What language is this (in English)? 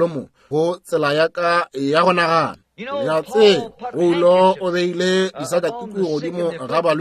Northern Sotho